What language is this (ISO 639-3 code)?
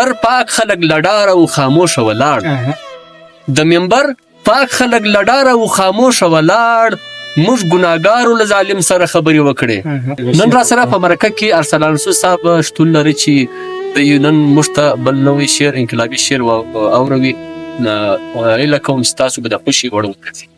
pus